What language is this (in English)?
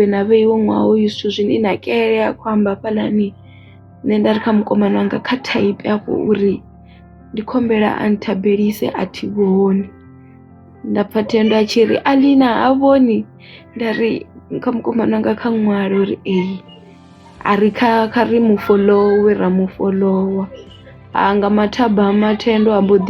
Venda